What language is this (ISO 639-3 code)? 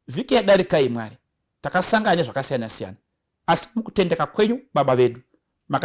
sna